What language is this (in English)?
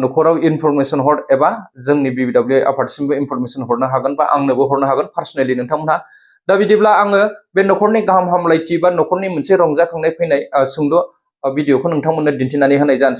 Bodo